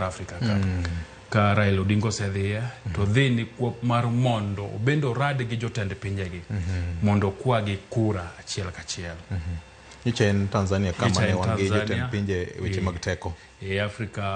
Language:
Luo (Kenya and Tanzania)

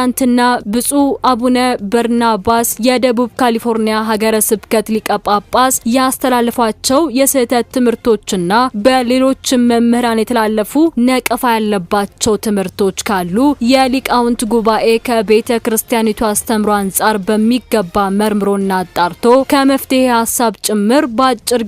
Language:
Amharic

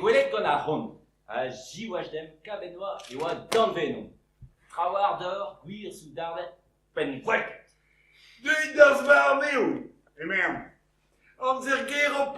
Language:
Breton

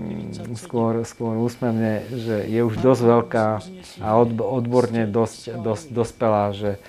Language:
Slovak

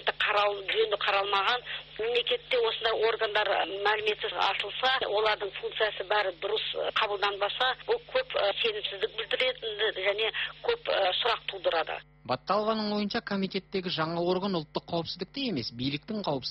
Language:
Kazakh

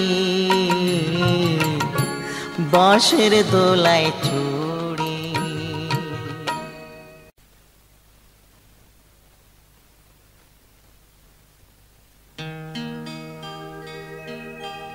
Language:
Bangla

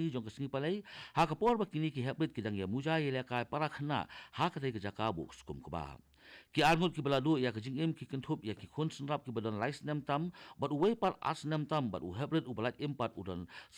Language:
Khasi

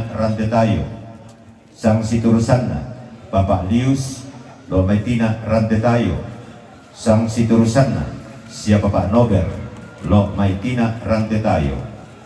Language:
Toraja-Sa'dan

